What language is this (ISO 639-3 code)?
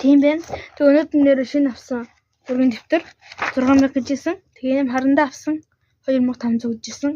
mon